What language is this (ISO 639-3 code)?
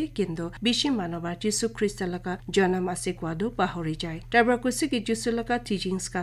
nag